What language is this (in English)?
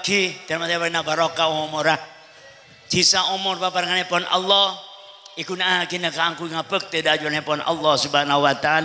Madurese